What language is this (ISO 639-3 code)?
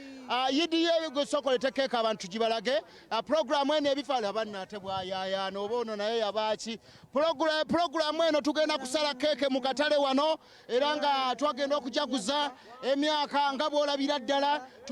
lug